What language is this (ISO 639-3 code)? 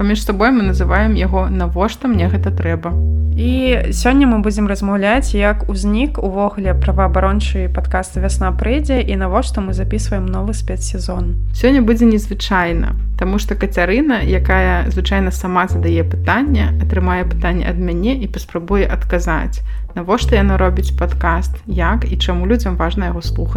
bel